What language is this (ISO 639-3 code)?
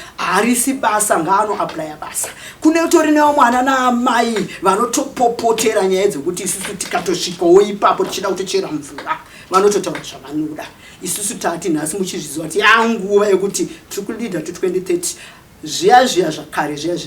sna